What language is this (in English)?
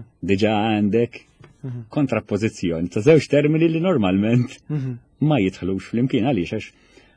Maltese